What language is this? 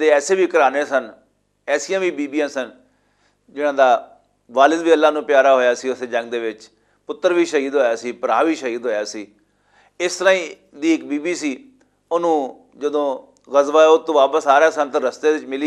Western Panjabi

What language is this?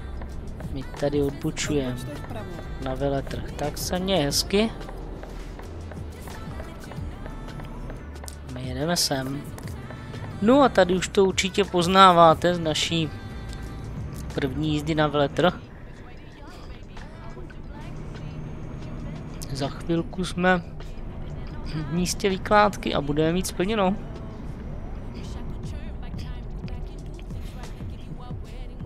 Czech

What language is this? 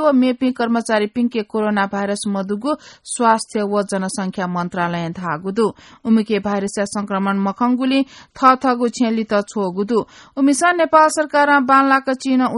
Newari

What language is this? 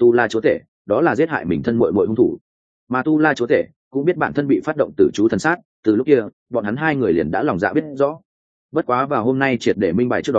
Vietnamese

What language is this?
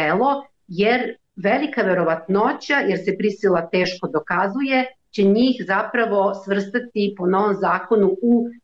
Serbian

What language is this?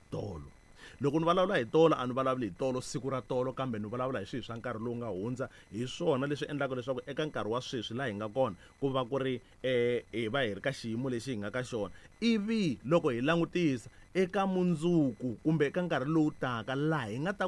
Tsonga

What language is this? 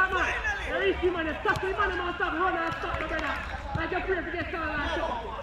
Jamaican Creole English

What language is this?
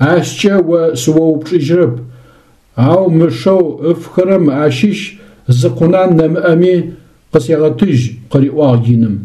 Adyghe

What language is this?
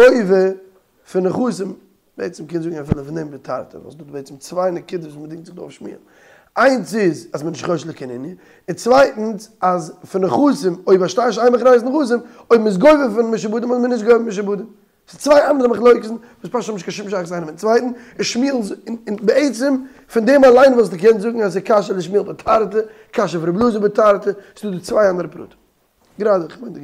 Yiddish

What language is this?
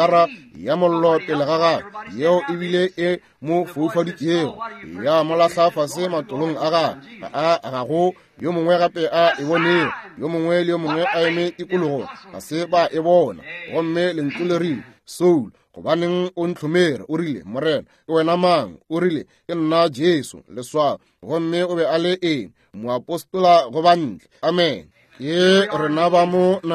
Northern Sotho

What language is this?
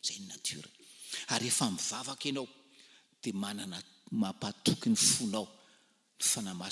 Malagasy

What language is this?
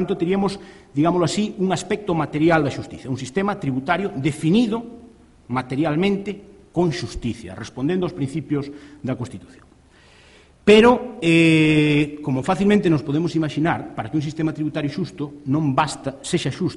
Galician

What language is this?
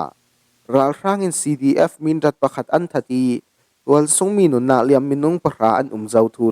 Falam Chin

